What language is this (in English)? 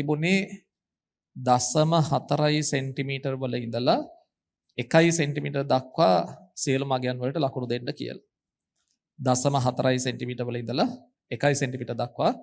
Sinhala